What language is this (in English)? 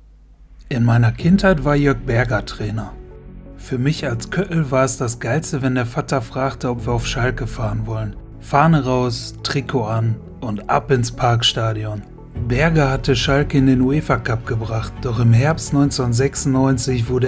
German